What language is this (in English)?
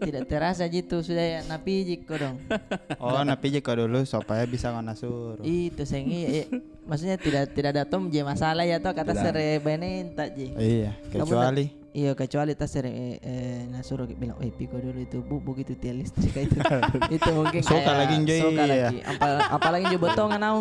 Makassar Malay